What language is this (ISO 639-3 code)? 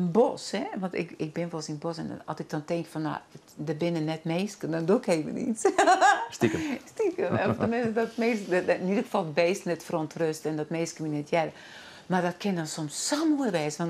fry